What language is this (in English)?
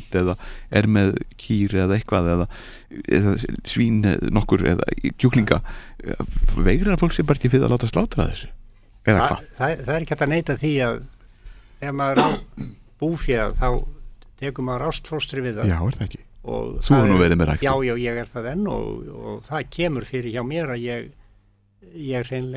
Icelandic